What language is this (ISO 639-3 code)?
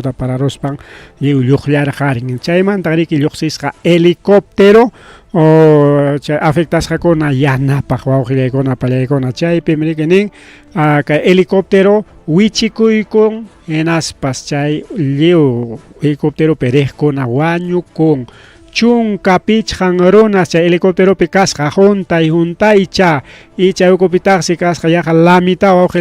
quy